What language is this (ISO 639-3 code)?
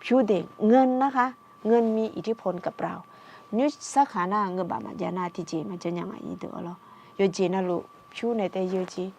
ahk